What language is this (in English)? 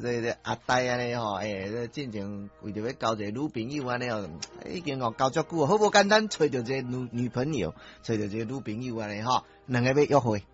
Min Nan Chinese